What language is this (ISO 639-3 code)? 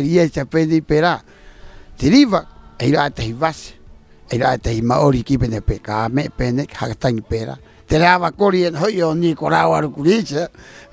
rap